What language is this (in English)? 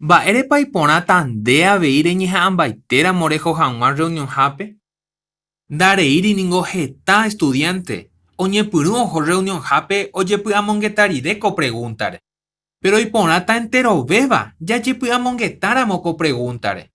Guarani